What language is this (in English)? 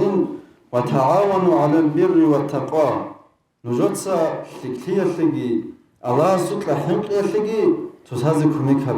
Avaric